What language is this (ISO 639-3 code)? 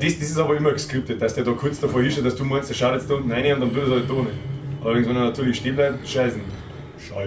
bar